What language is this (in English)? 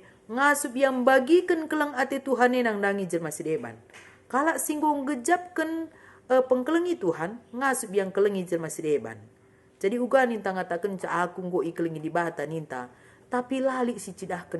Batak Karo